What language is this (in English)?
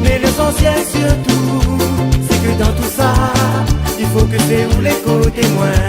Réunion Creole French